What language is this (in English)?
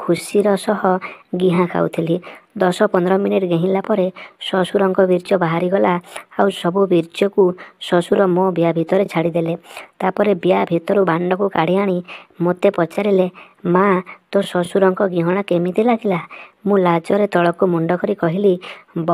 Odia